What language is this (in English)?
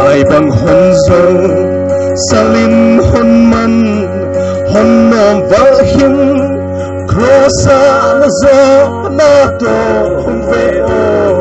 Paite Chin